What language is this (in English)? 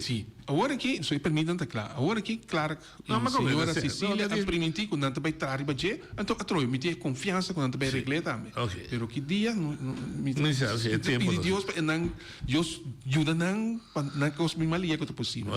Papiamento